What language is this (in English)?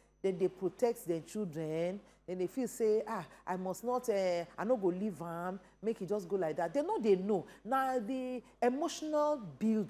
Nigerian Pidgin